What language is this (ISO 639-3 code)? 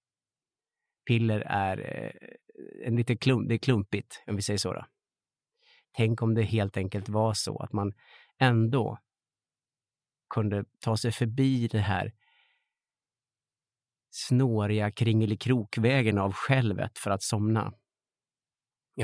swe